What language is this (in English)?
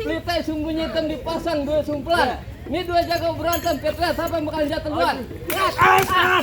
Betawi